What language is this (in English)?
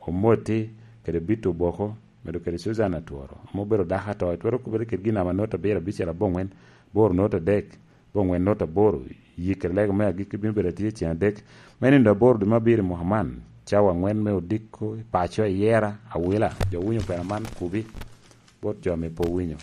Lango (Uganda)